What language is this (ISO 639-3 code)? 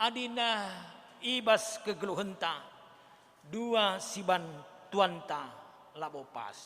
btx